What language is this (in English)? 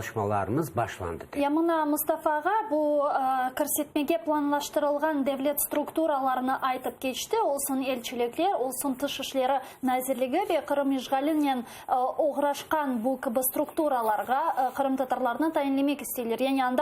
Crimean Tatar